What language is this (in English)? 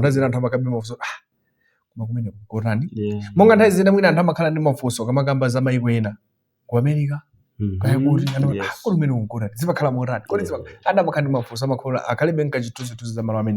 Nyanja